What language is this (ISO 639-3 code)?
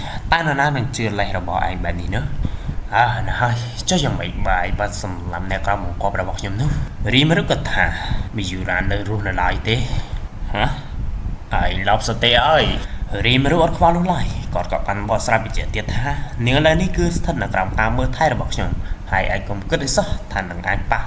khm